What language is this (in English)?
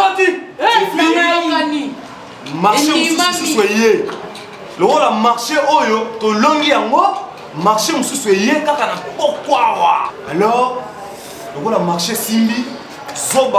Lingala